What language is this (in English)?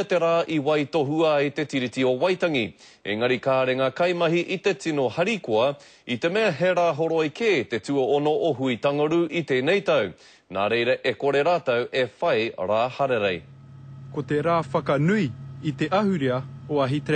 Māori